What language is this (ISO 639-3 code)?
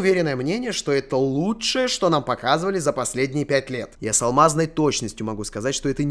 rus